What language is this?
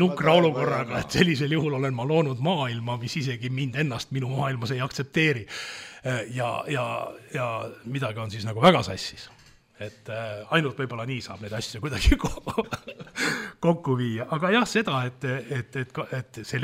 Estonian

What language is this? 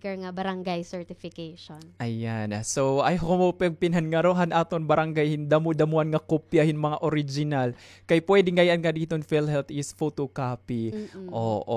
Waray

